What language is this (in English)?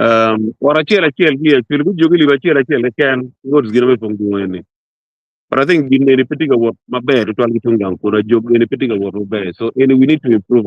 Acoli